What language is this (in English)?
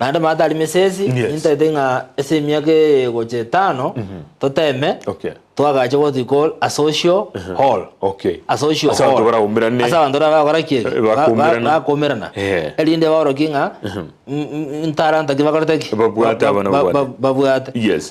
Gusii